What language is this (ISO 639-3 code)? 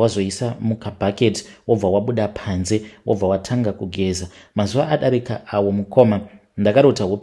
sna